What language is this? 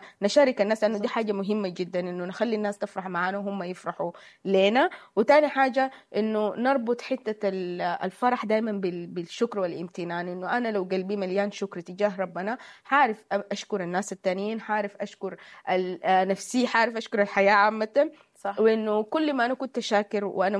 Sudanese Arabic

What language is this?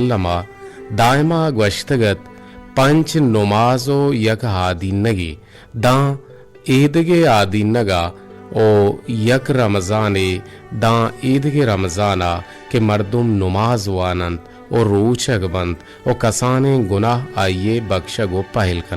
Eastern Balochi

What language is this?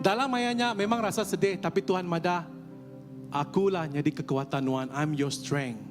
Iban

